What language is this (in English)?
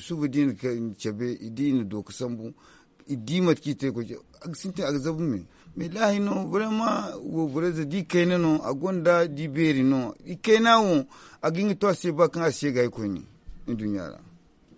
Zarma